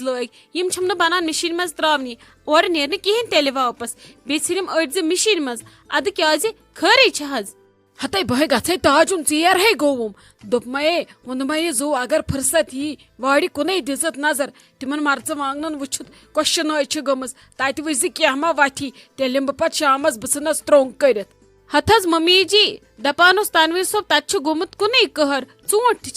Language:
Kashmiri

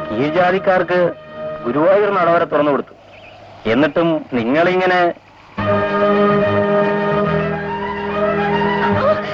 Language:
Malayalam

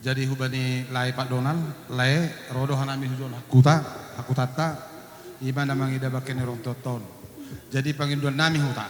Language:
Batak Simalungun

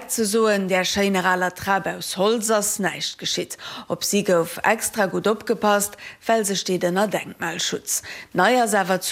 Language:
Luxembourgish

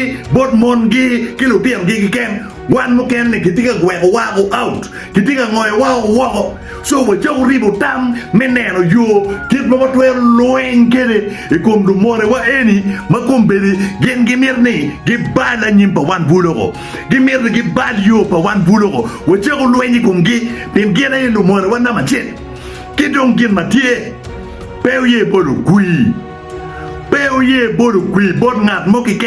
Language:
Acoli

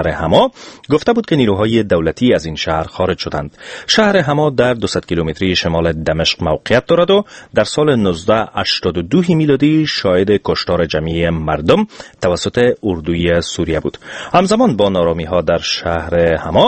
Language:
Persian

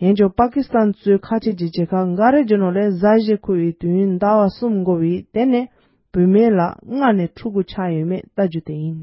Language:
Tibetan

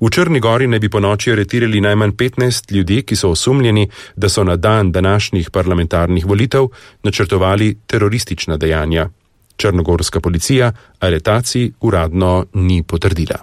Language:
Slovenian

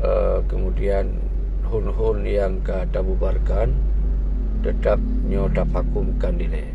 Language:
Achinese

